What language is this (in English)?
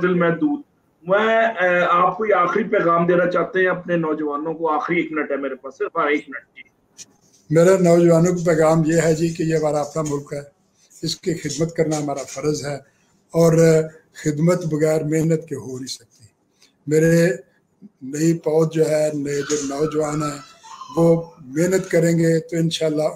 Urdu